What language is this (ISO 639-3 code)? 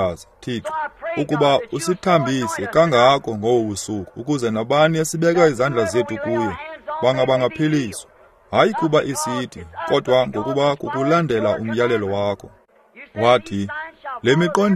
xho